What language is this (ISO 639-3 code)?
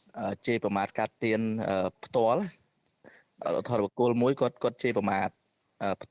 khm